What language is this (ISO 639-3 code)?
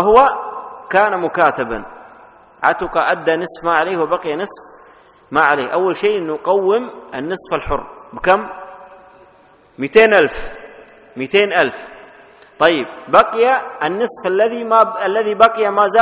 ara